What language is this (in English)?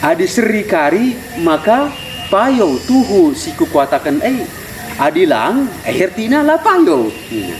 Batak Karo